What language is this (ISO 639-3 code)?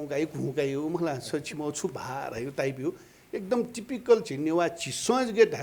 new